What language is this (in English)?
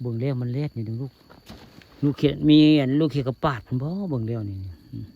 Northeastern Thai